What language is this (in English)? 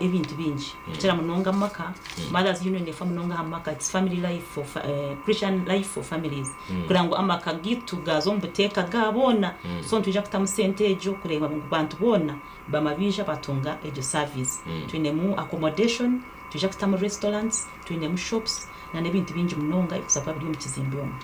Nyankole